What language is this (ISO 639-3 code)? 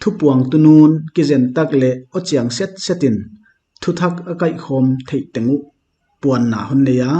pck